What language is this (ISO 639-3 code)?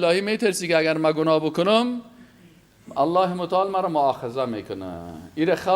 fas